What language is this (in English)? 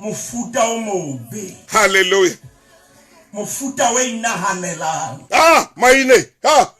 Southern Sotho